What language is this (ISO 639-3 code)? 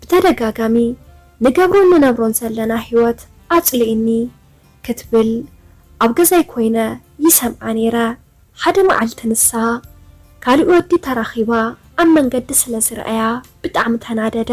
tir